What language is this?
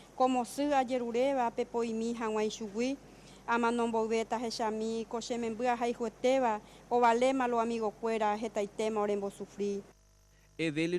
Guarani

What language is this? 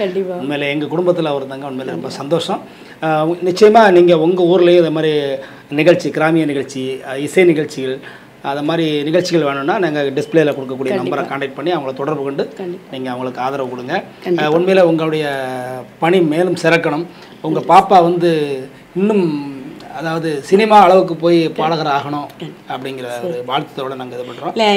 Tamil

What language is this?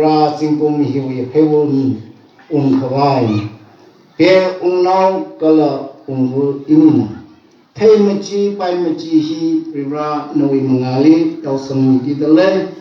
Tangkhul Naga (India)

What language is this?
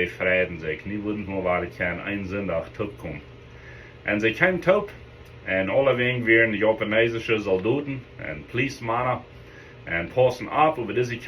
Plautdietsch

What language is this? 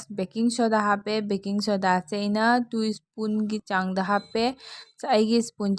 Manipuri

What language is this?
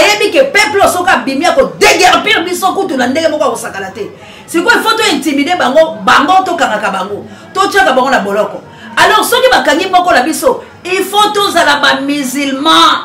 Lingala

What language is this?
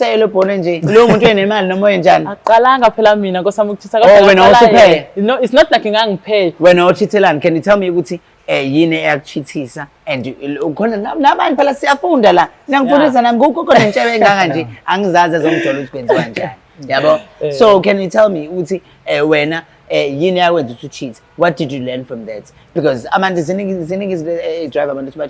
Zulu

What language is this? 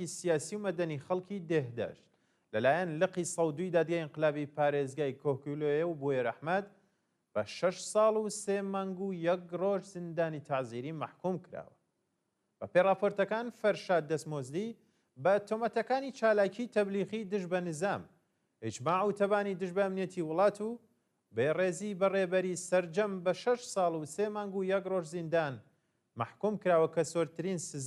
Central Kurdish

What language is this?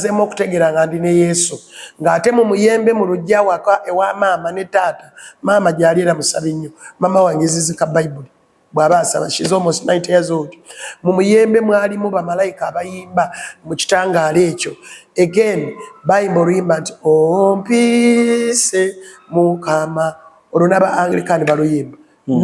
Ganda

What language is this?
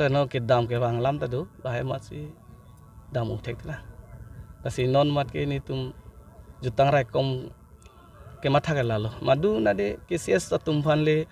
Karbi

